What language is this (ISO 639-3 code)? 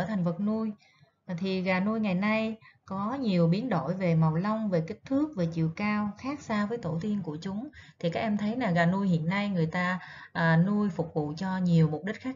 vie